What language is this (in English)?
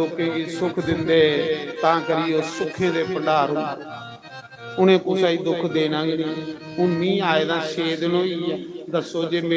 Dogri